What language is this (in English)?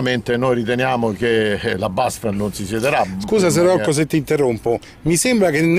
Italian